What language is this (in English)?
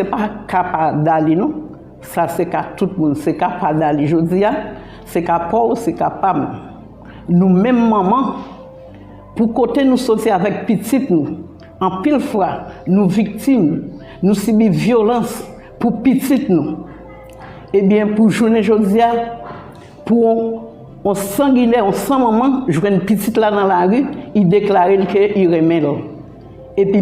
Haitian Creole